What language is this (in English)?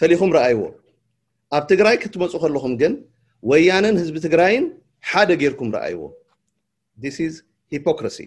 Tigrinya